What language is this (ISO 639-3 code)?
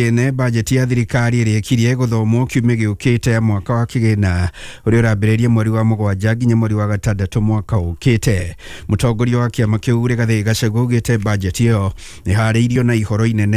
kik